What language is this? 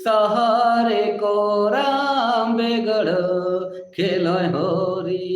Sadri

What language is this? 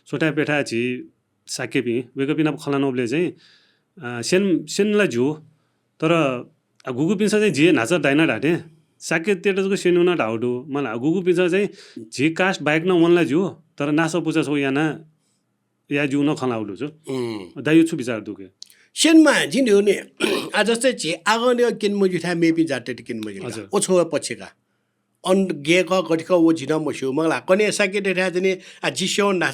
Newari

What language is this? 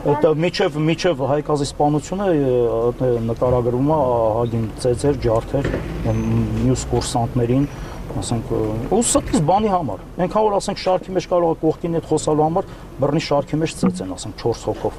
Armenian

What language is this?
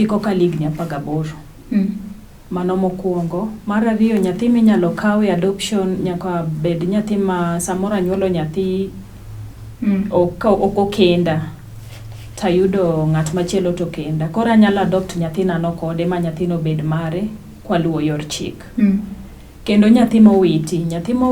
Luo (Kenya and Tanzania)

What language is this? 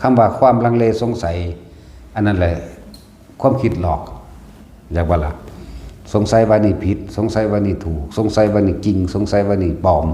Northeastern Thai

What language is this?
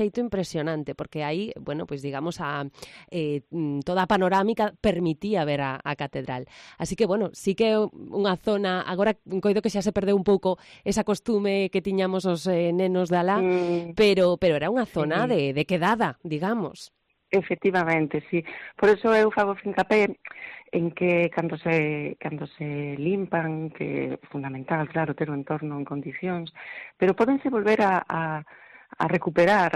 Galician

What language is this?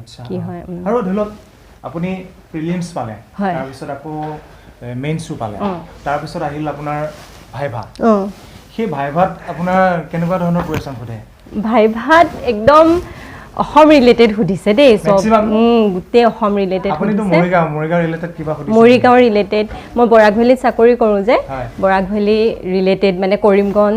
Assamese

